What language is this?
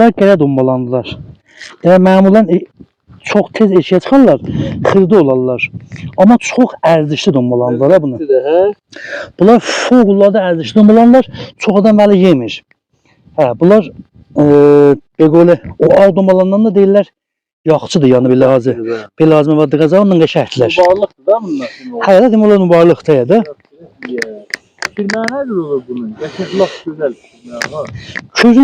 South Azerbaijani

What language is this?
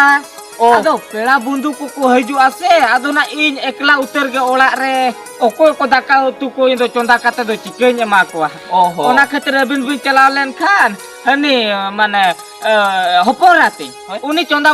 Santali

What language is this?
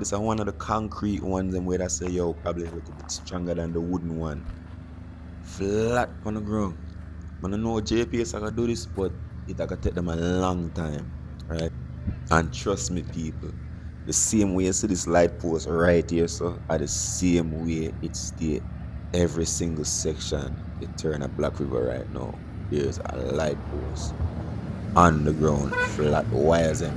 Jamaican Creole English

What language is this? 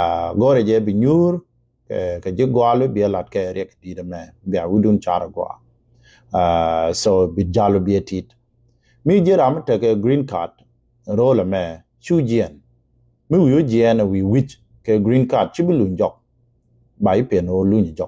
Nuer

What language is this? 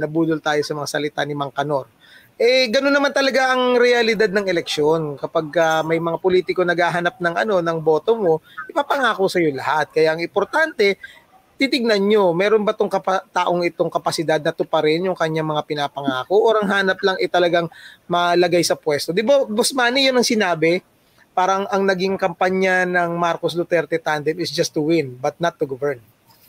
Filipino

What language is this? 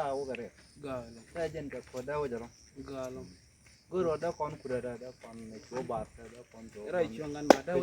Nuer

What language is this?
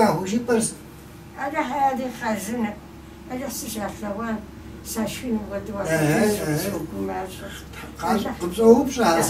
Kabardian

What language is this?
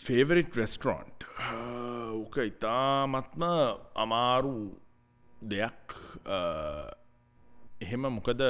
Sinhala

